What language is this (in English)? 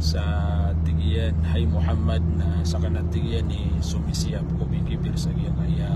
Maranao